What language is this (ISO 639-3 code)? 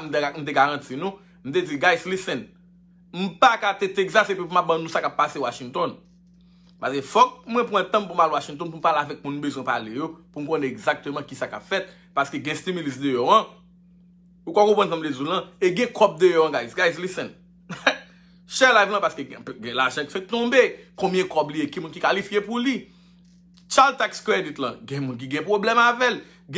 hat